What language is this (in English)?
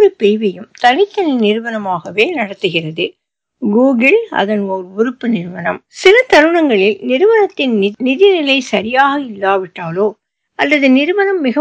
Tamil